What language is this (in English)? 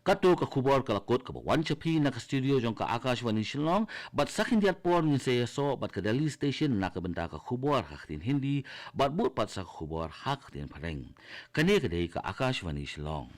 Khasi